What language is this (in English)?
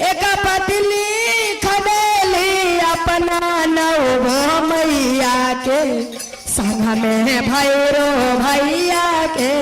Magahi